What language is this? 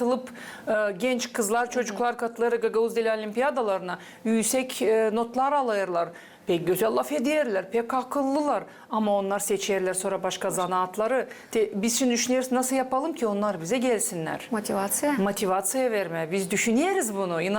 Gagauz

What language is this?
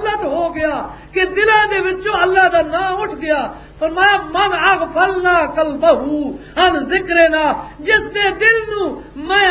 Western Panjabi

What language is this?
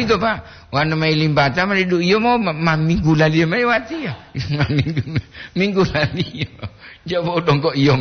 Gorontalo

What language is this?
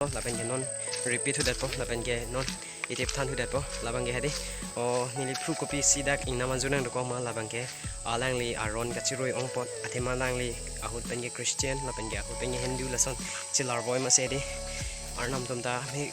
Karbi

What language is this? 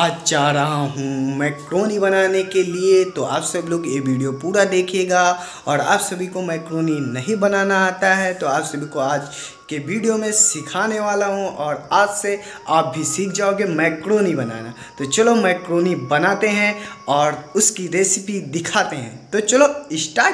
Hindi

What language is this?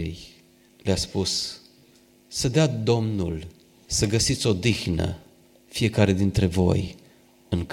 Romanian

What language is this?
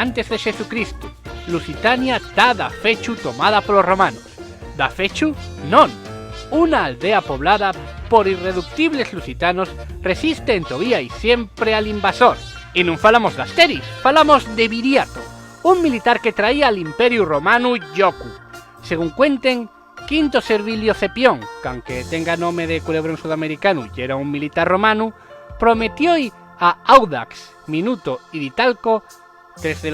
Asturian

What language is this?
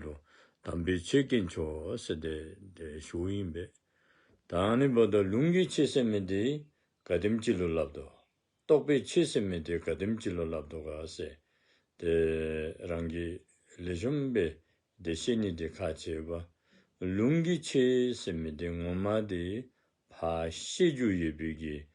Dzongkha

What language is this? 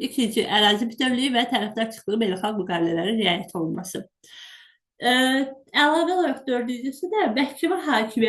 Azerbaijani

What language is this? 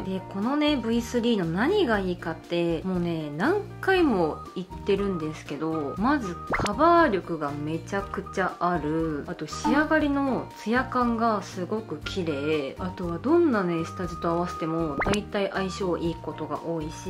Japanese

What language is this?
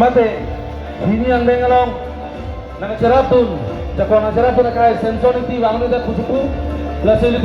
Karbi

